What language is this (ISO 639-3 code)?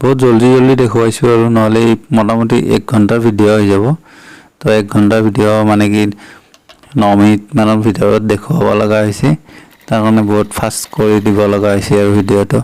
asm